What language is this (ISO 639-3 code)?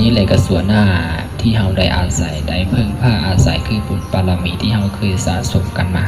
lao